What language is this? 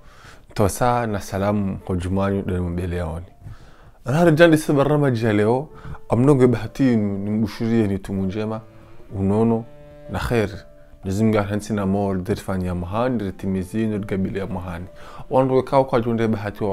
Ngazidja Comorian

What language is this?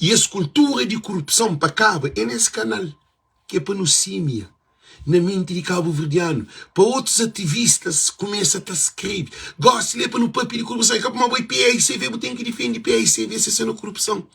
Kabuverdianu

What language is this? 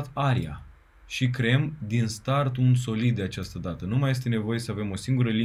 Romanian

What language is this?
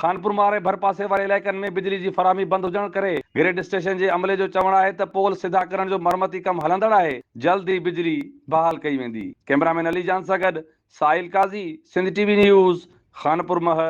Sindhi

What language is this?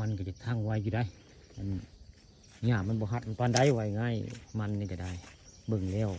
Northeastern Thai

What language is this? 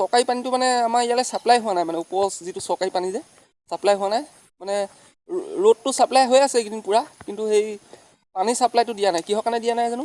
Assamese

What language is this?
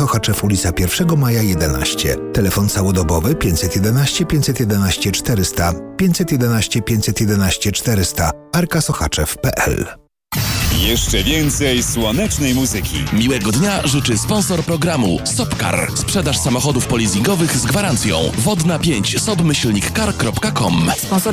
Polish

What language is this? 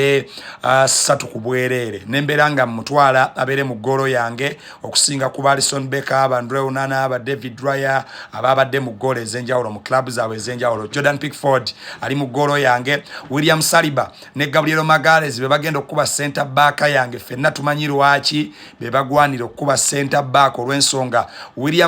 Ganda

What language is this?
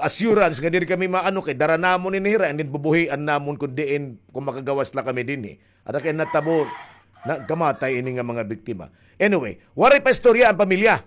Waray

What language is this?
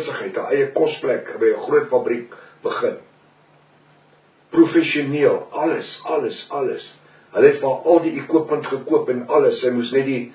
Afrikaans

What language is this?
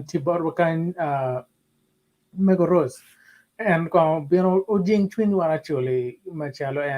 Acoli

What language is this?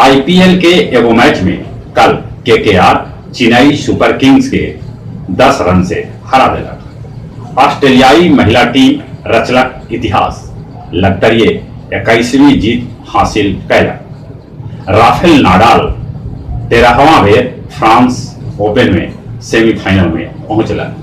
Magahi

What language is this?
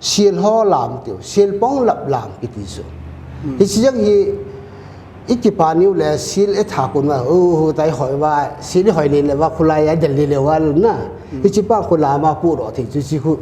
Paite Chin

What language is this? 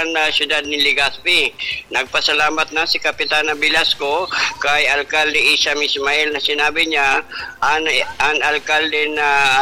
Bikol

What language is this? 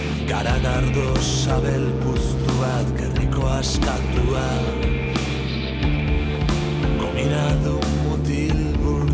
Basque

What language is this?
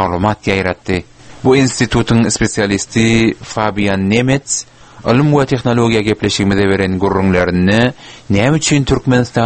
Turkmen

